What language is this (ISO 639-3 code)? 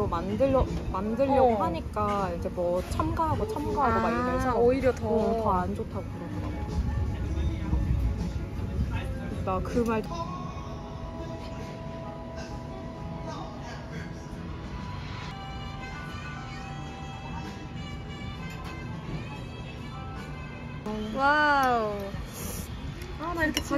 kor